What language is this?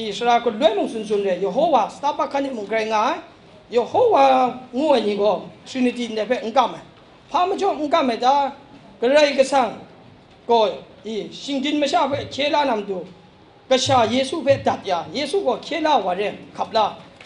Kachin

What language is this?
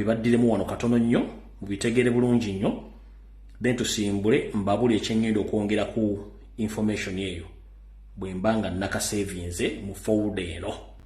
Ganda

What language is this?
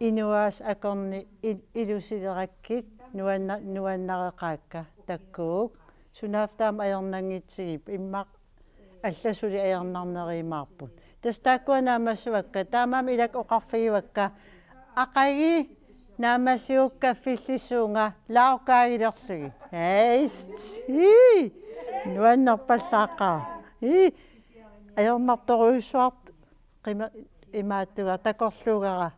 Kalaallisut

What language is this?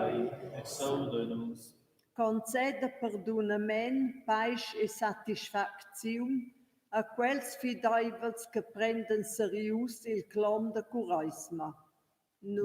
Romansh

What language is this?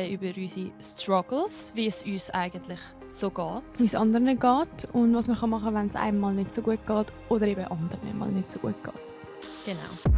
Swiss German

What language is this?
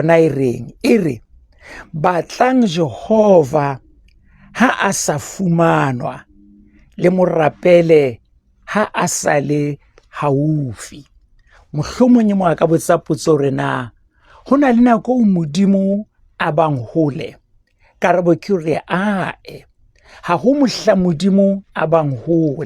Southern Sotho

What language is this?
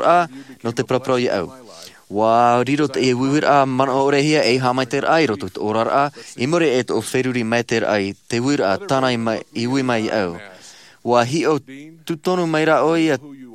Tahitian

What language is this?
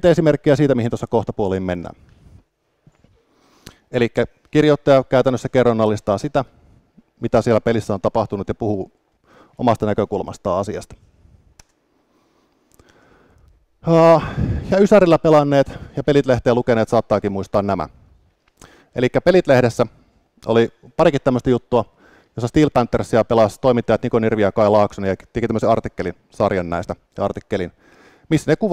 Finnish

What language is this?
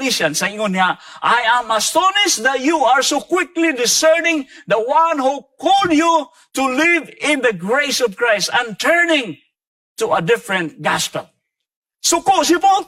Cebuano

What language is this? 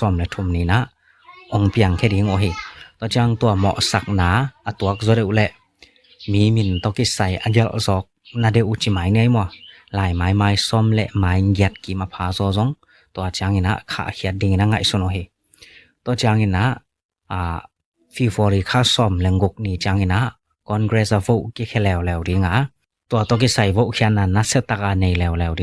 Tedim Chin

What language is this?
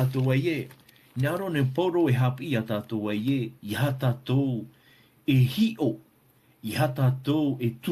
Tahitian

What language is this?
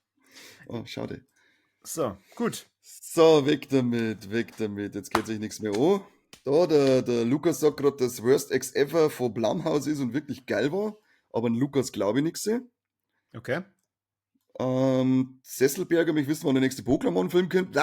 Bavarian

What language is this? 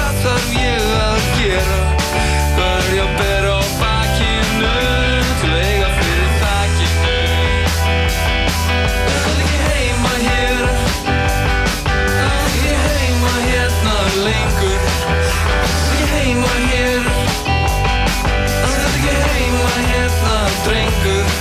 Icelandic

